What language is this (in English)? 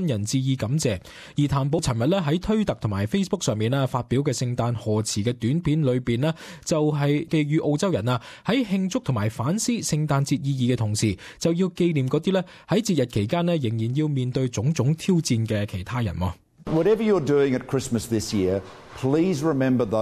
Cantonese